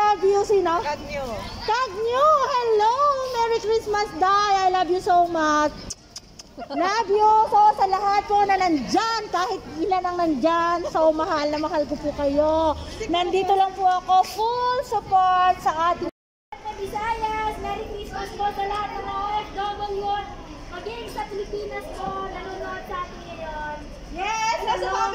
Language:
Filipino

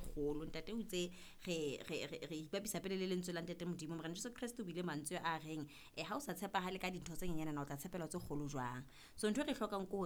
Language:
Southern Sotho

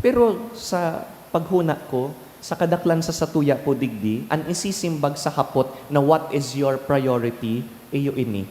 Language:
Bikol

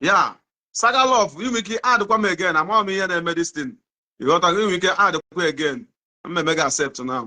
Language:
Igbo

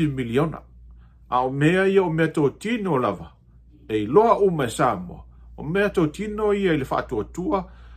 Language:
Samoan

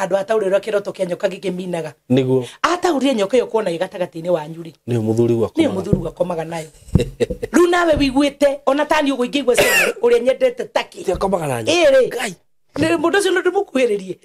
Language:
Kikuyu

